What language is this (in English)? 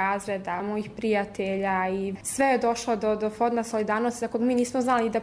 Croatian